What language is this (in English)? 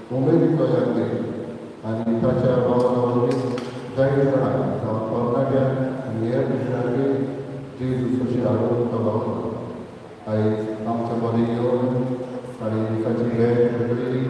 Konkani